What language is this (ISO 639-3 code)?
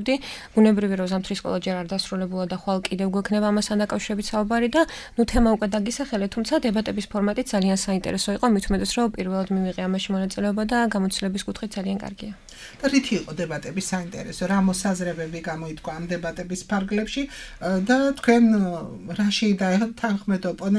kat